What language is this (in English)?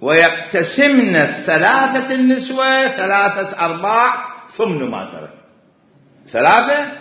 Mesopotamian Arabic